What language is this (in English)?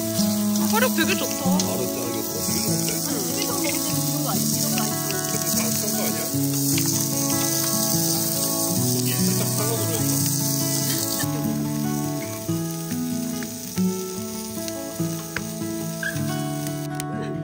Korean